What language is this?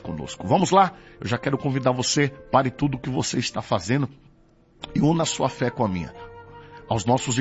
Portuguese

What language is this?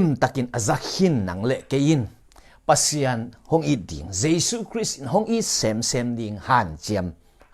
Tedim Chin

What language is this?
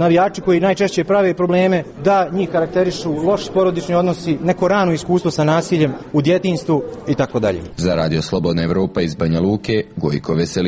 Bosnian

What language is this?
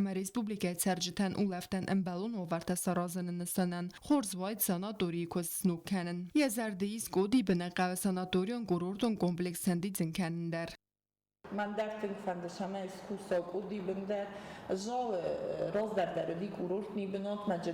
Ossetic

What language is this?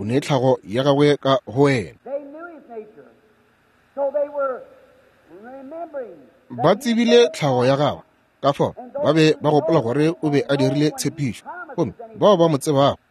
Northern Sotho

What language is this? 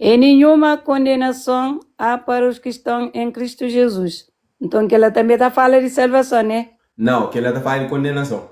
Kabuverdianu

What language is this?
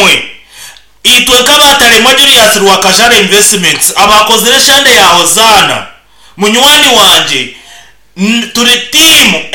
Nyankole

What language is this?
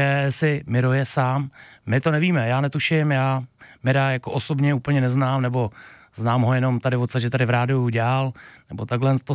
Czech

